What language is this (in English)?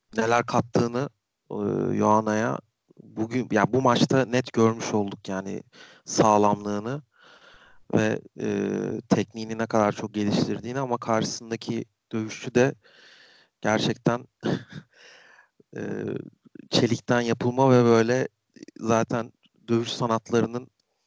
Turkish